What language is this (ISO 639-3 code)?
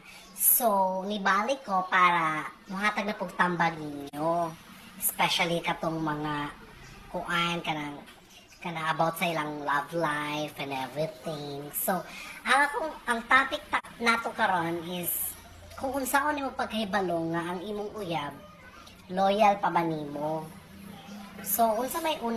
ceb